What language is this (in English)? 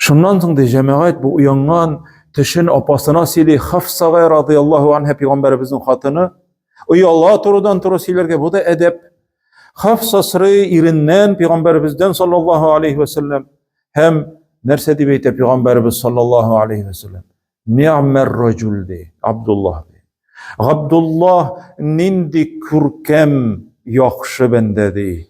Tatar